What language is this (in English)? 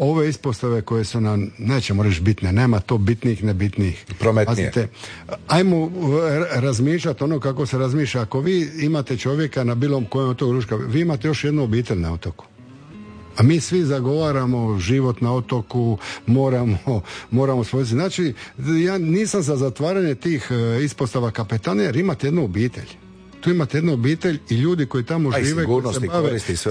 Croatian